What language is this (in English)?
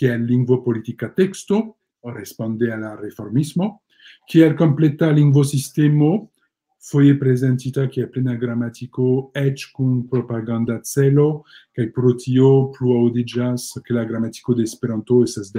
Esperanto